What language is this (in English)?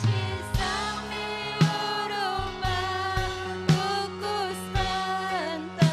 Ayacucho Quechua